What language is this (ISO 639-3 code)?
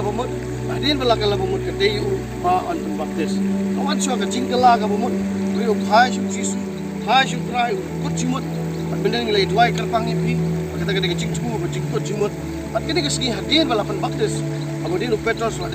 kha